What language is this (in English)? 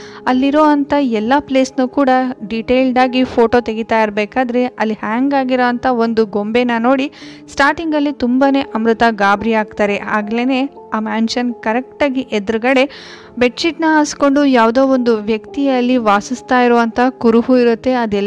Kannada